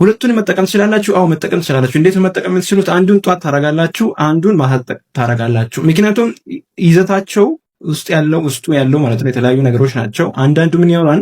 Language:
Amharic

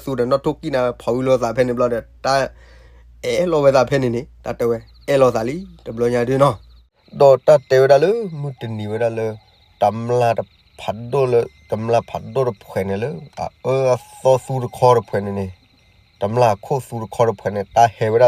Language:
S'gaw Karen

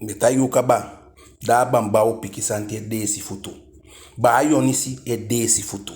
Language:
Eastern Maroon Creole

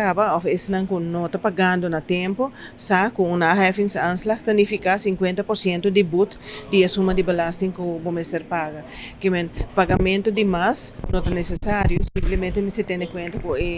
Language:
Papiamento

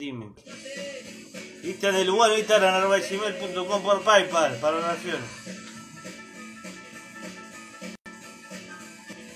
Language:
Spanish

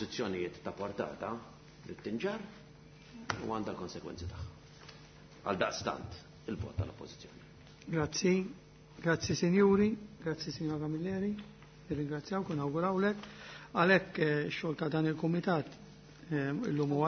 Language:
Maltese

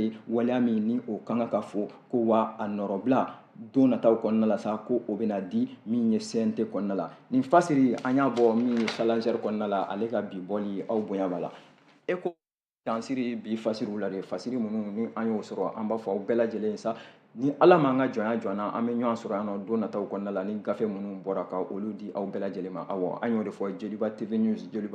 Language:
Bambara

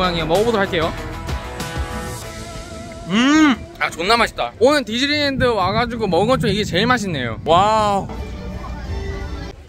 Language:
Korean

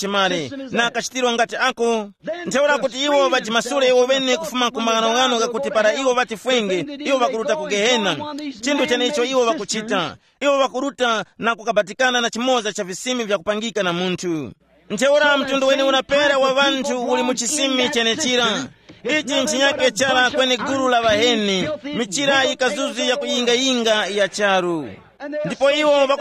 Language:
Tumbuka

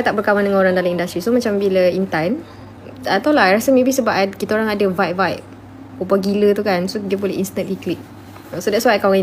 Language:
Malay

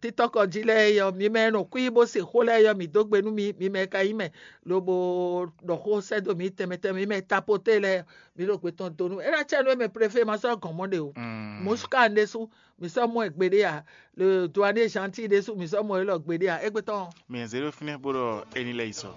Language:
Fon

